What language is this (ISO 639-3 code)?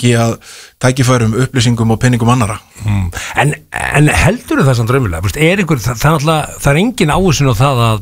isl